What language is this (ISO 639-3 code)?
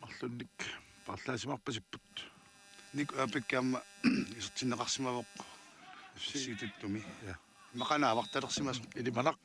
kal